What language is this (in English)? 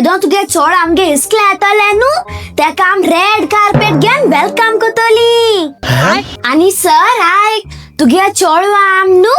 Konkani